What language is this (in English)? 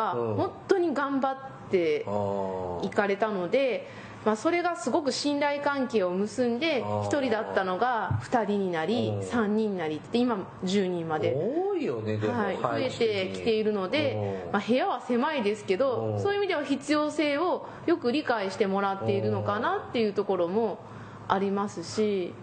Japanese